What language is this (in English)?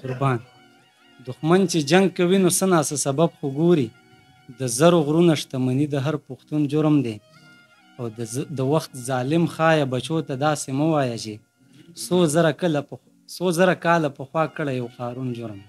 Pashto